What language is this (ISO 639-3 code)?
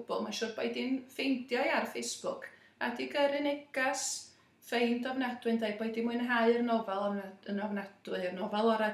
cym